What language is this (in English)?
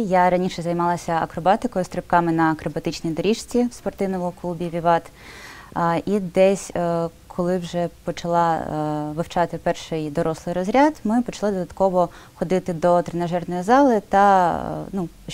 Ukrainian